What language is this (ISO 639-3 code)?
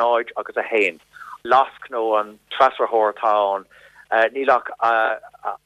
gle